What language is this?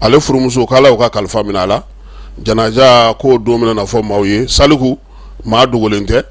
Bambara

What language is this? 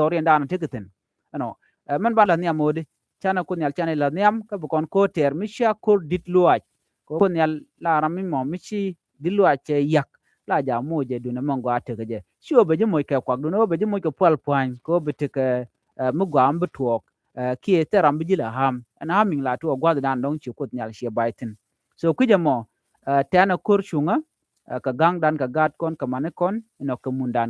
Nuer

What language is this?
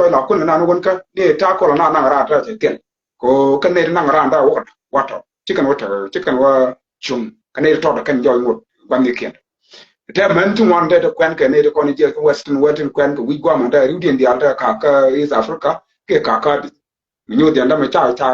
Nuer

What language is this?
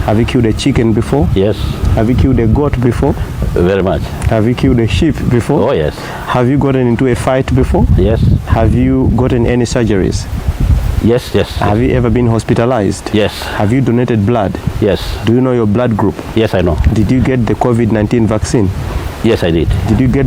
Nyanja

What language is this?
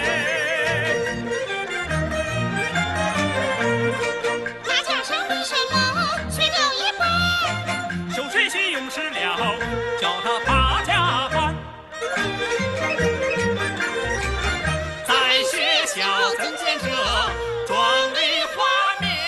Chinese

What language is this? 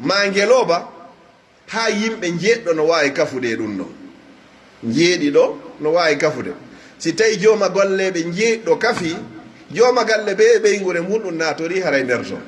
Pular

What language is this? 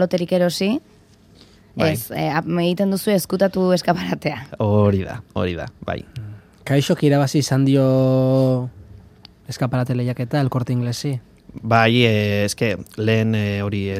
Basque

